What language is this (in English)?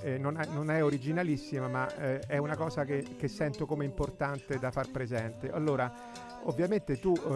Italian